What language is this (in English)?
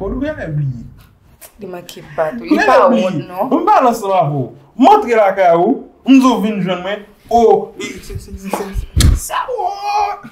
Haitian Creole